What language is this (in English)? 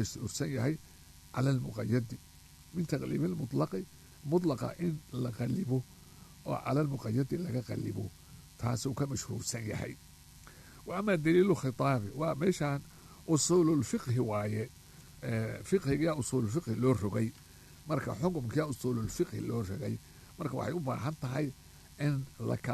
Somali